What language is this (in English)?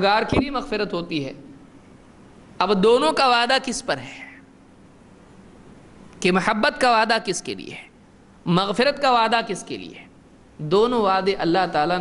Urdu